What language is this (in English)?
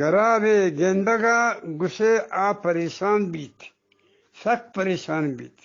Eastern Balochi